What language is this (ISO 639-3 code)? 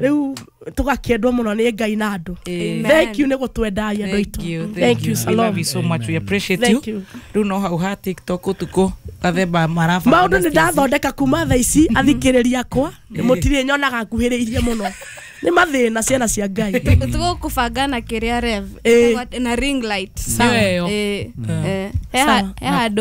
kik